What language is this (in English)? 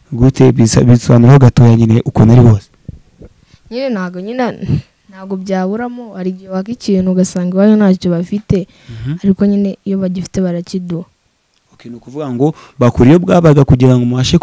Kinyarwanda